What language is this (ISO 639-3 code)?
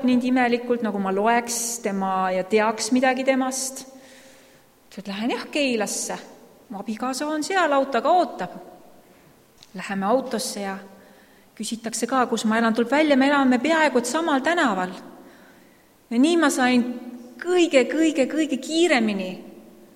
est